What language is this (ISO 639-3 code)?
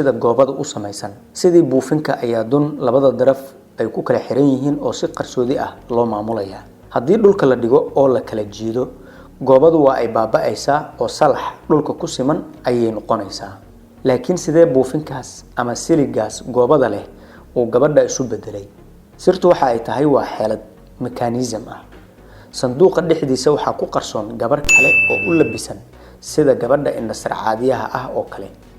som